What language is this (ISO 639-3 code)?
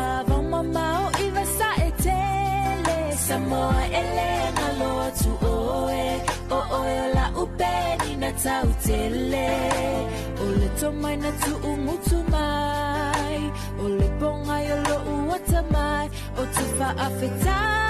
smo